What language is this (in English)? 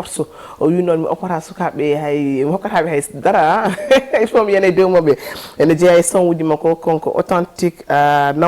Fula